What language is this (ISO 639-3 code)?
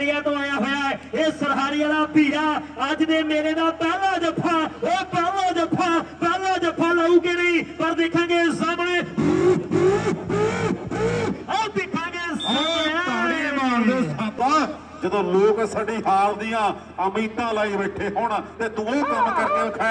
pan